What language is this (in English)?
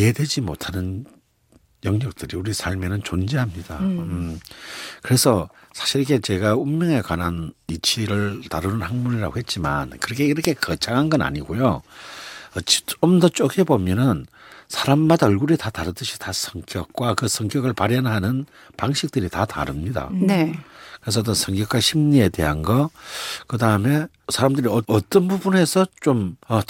Korean